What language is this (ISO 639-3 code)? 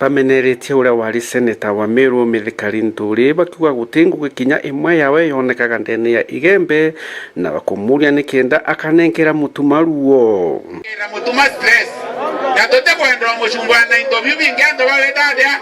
mer